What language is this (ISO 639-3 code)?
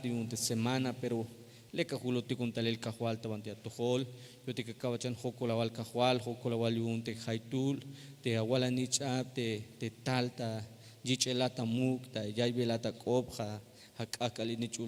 tzh